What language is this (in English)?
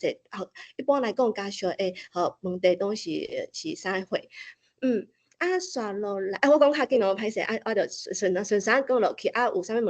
Min Nan Chinese